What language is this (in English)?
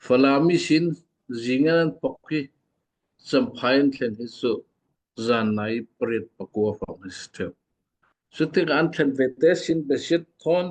Falam Chin